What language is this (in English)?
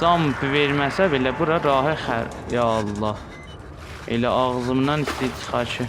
South Azerbaijani